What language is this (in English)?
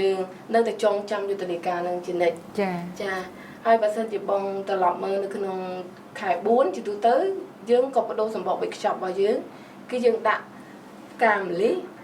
Khmer